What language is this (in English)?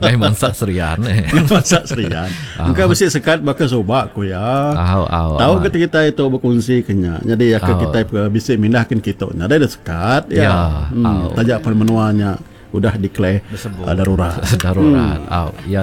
Iban